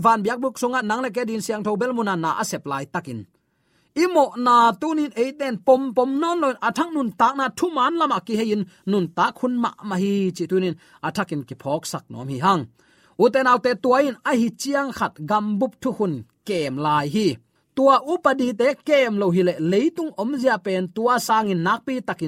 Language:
Tedim Chin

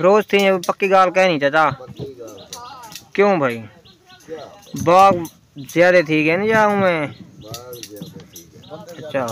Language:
Saraiki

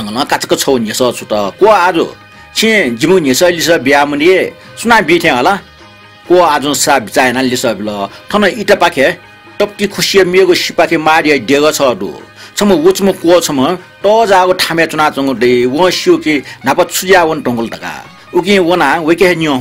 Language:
Newari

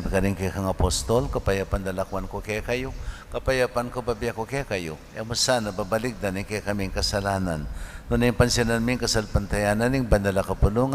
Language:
Pampanga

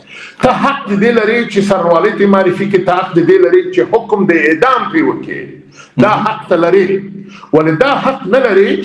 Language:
Pashto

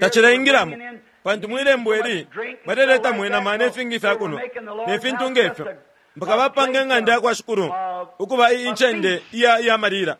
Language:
Bemba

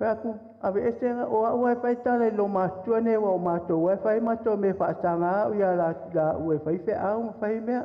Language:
Samoan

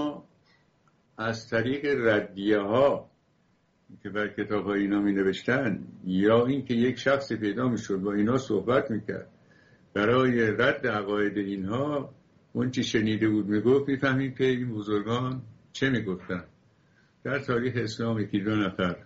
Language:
Persian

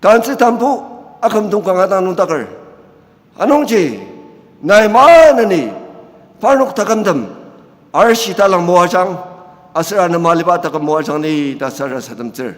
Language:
Ao Naga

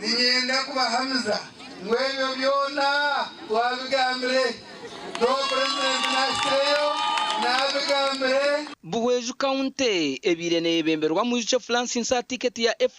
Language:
Nyankole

